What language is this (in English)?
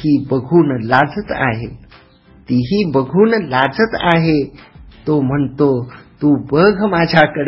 Marathi